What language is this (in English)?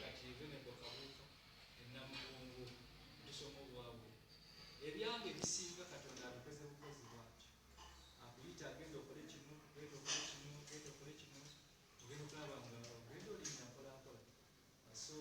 Ganda